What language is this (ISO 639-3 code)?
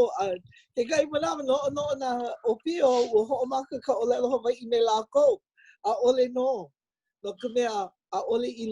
haw